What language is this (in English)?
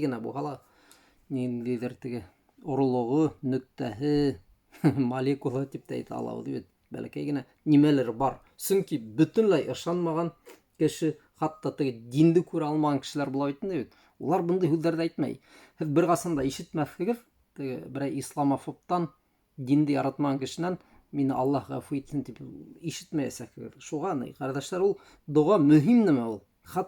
Bashkir